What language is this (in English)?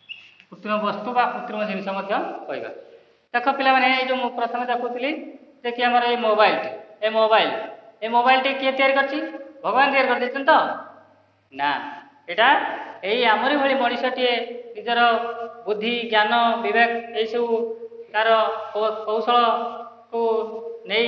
Odia